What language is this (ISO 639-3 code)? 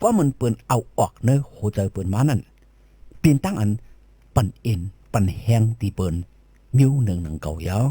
shn